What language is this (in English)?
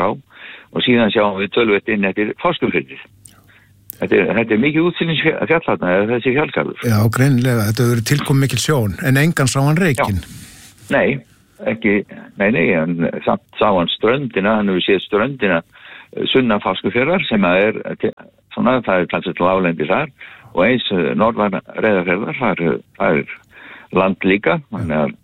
Icelandic